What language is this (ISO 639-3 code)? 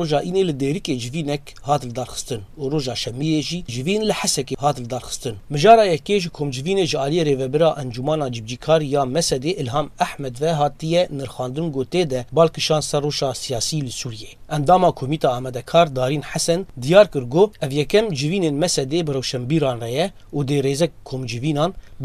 kur